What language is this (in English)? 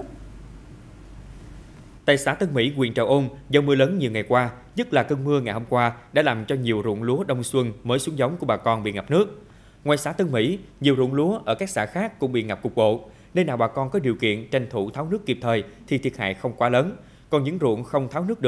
Vietnamese